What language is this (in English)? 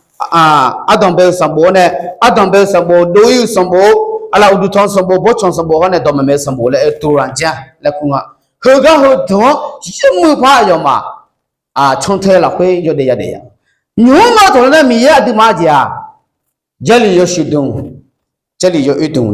Akha